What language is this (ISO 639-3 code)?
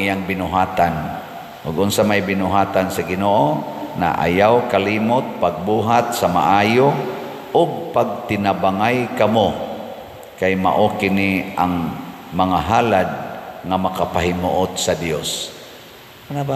ceb